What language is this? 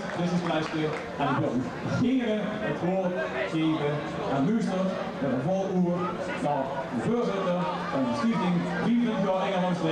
Limburgish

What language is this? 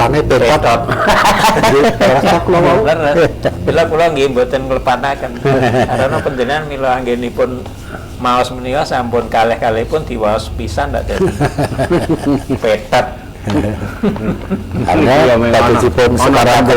Javanese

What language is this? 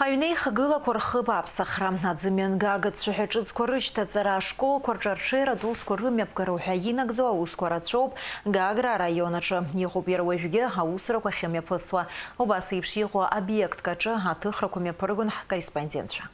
Abkhazian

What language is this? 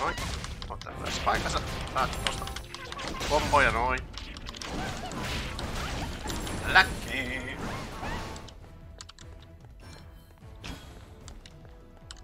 Finnish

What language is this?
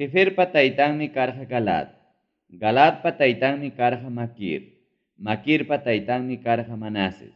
Ayacucho Quechua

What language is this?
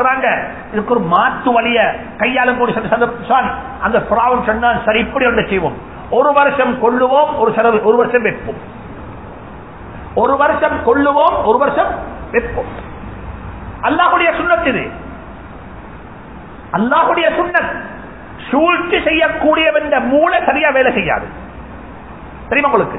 Tamil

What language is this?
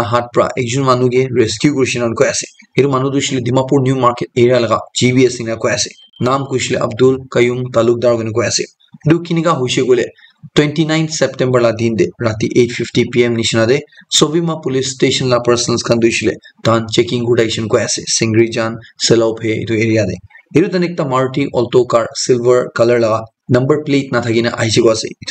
Naga Pidgin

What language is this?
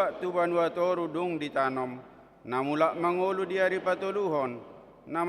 Batak Toba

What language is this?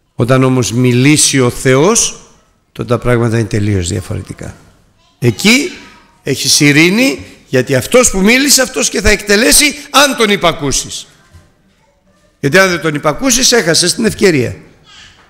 Greek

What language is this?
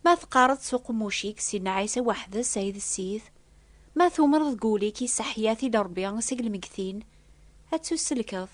Kabyle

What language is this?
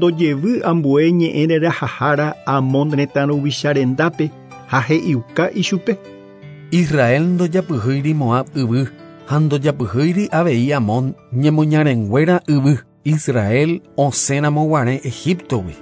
Guarani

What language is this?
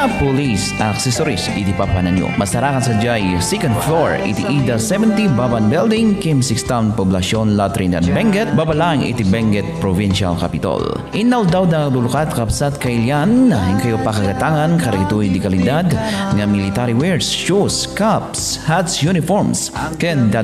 Iloko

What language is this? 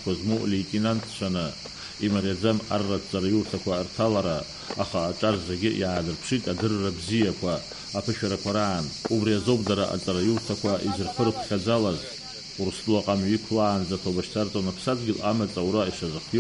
Abkhazian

